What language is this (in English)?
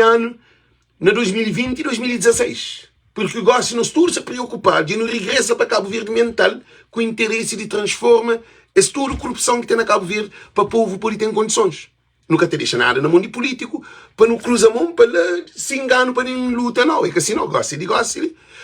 Kabuverdianu